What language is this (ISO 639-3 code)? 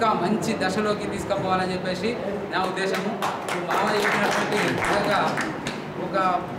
tel